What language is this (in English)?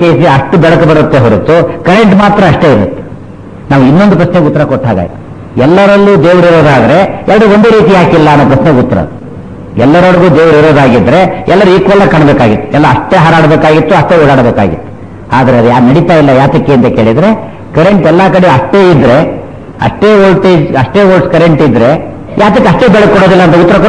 Kannada